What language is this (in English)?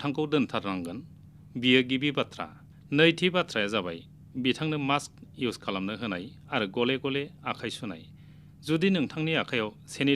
Bodo